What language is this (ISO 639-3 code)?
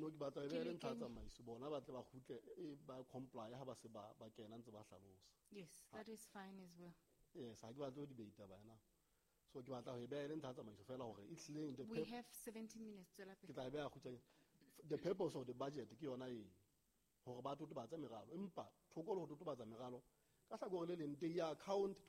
sot